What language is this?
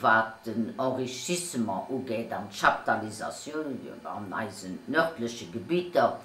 Luxembourgish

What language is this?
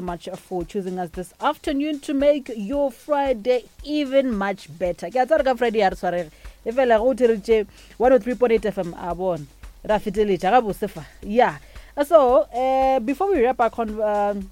Northern Sotho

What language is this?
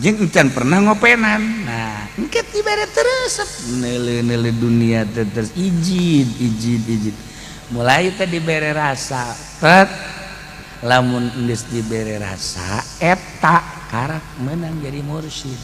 Sundanese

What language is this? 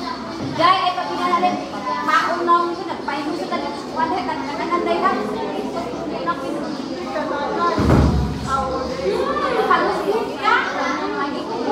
Filipino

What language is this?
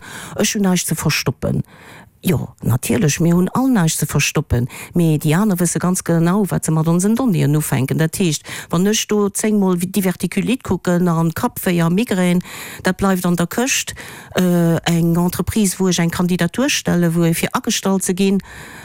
Luxembourgish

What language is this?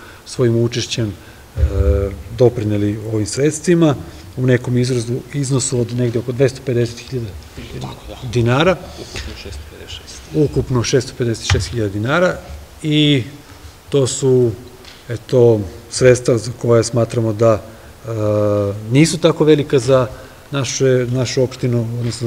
Serbian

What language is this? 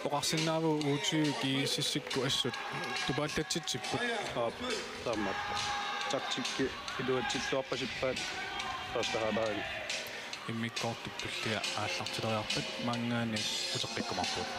Kalaallisut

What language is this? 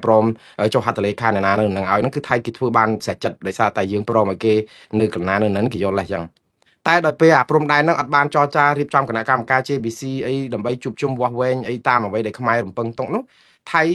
Khmer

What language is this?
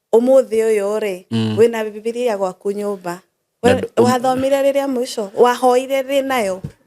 Kikuyu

